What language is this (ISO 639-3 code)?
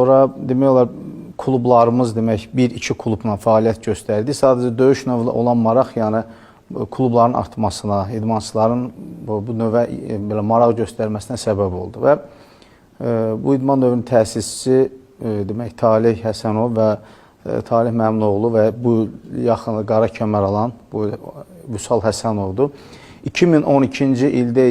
aze